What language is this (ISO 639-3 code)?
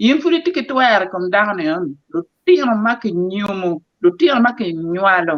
ach